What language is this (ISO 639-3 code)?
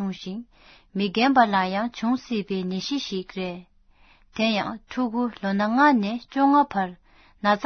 bod